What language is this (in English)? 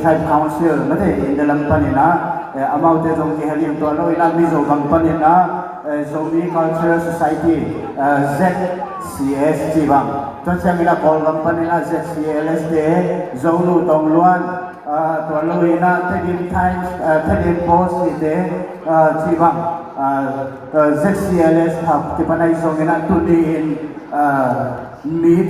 Tedim Chin